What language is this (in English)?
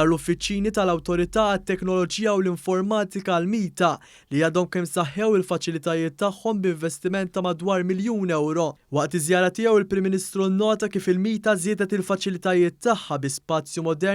Maltese